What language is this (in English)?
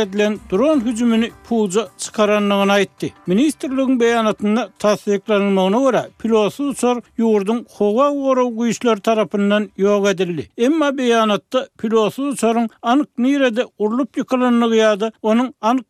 Turkmen